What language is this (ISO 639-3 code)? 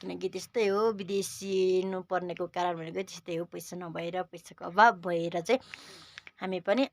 nep